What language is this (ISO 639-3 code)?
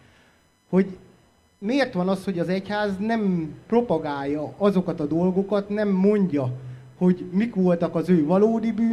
hun